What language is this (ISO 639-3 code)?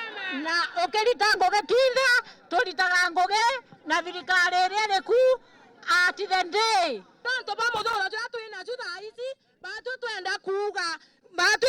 mer